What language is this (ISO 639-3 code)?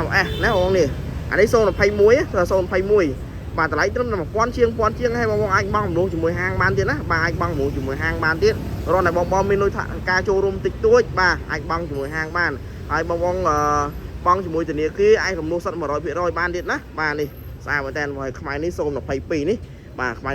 khm